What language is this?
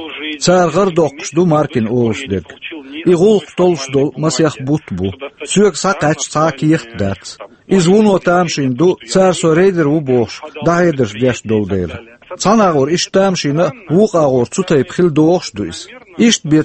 Chechen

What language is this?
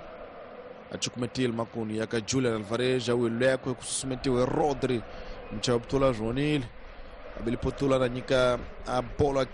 Tsonga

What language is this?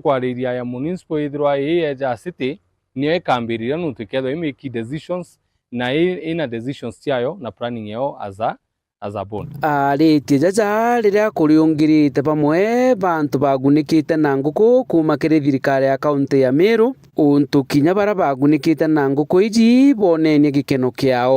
Meru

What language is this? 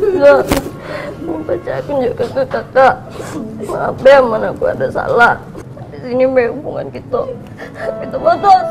Musi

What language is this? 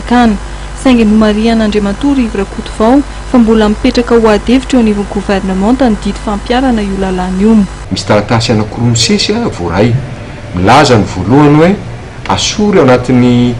Malagasy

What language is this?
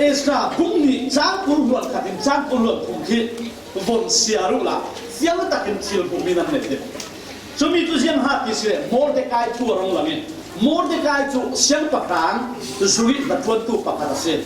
Falam Chin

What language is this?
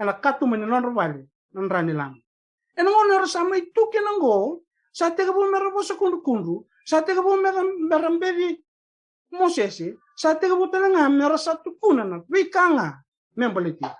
Fijian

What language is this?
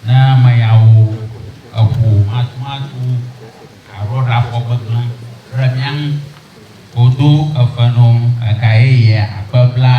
Ewe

